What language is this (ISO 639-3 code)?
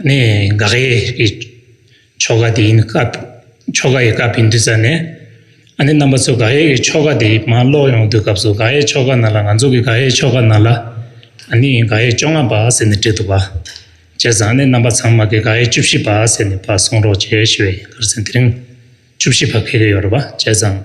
bod